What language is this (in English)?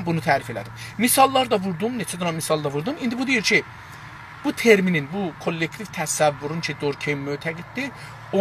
South Azerbaijani